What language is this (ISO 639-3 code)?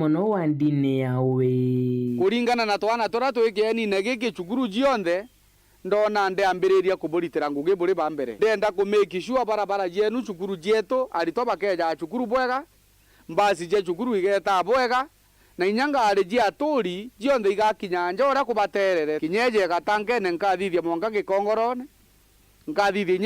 mer